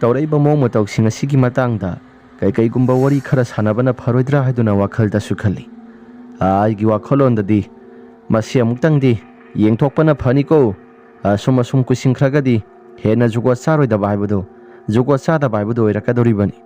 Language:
Manipuri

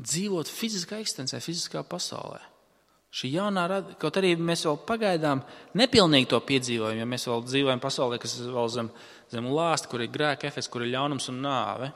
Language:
Latvian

